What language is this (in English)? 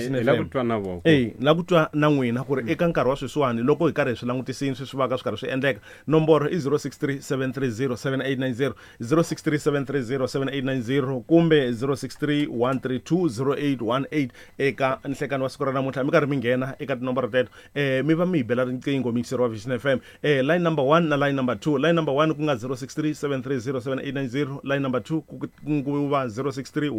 Tsonga